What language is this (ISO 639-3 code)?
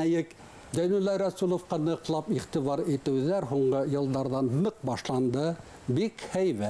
bak